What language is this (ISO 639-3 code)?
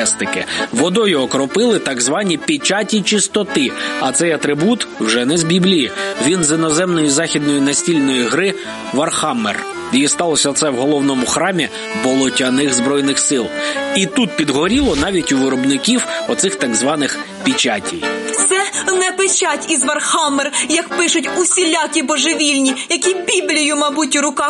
ukr